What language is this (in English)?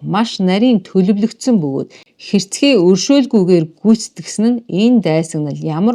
Mongolian